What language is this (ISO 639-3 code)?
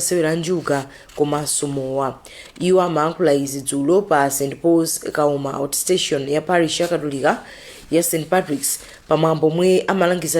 nya